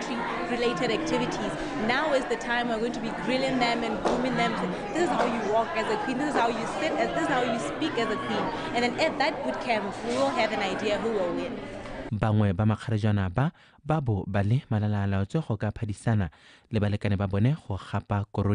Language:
Tswana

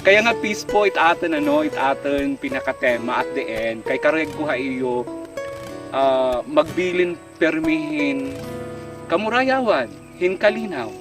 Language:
Waray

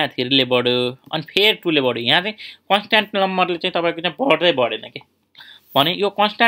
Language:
Nepali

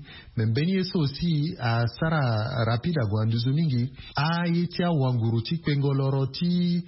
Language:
Sango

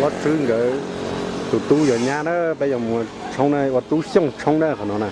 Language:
Hmong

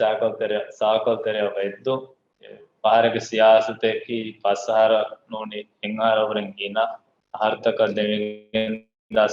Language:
Divehi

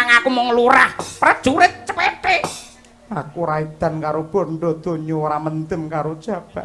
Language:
Javanese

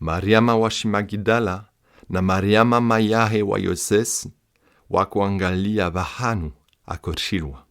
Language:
Comorian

